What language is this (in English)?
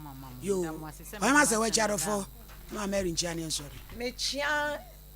Akan